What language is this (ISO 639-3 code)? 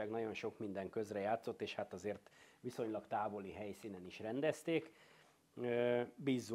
hun